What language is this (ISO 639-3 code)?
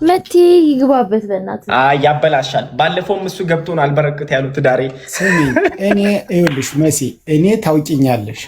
amh